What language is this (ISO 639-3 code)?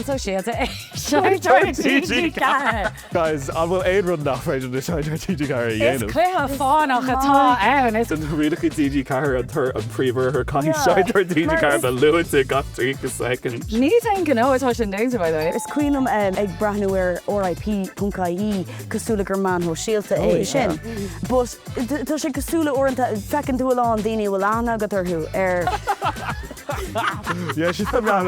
gle